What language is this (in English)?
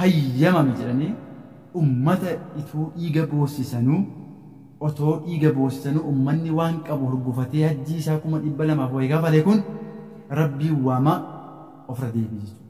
Oromo